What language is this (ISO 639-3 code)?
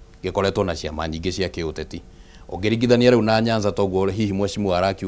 kik